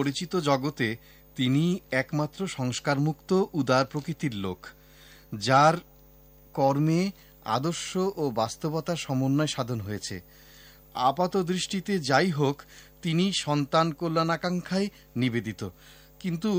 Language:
Bangla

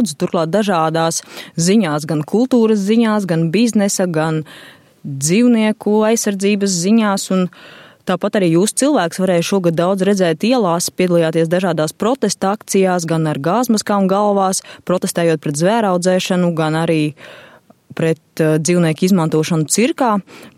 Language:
Latvian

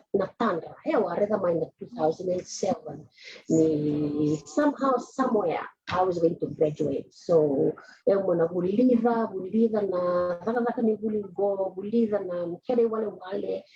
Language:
Fijian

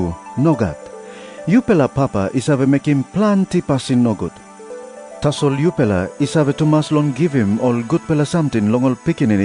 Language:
Tok Pisin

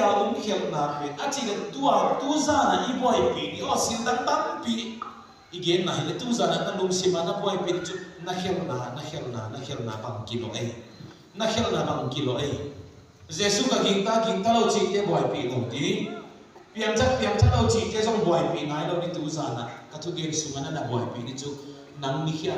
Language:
Tedim Chin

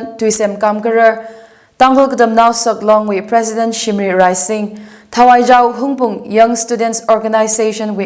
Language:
Tangkhul Naga (India)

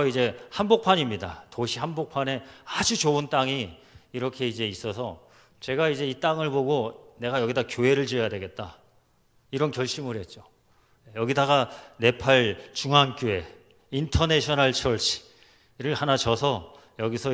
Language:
Korean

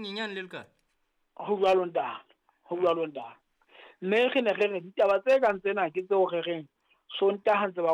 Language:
Southern Sotho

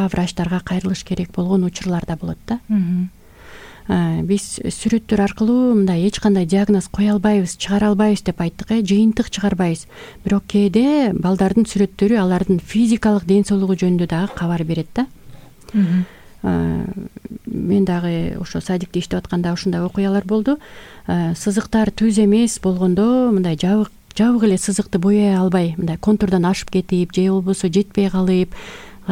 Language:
Kyrgyz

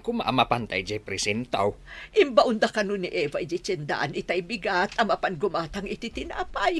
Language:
Iloko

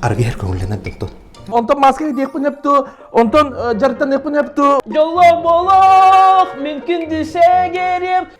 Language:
Yakut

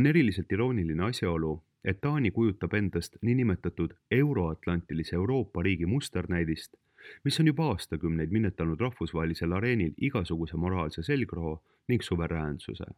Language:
Estonian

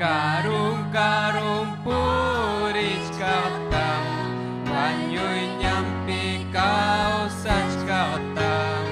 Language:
Ayacucho Quechua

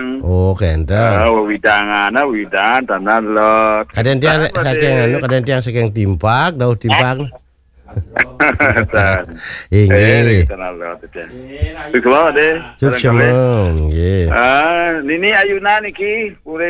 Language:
Balinese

